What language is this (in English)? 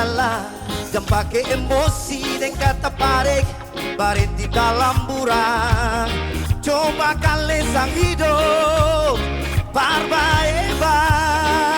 Ambonese Malay